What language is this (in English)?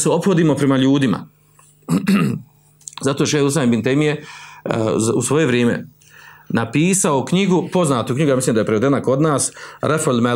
Bosnian